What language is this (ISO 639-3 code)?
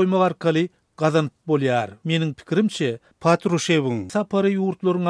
tuk